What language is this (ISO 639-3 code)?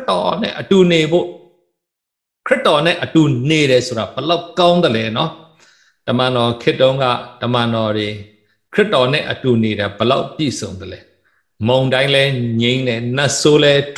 mya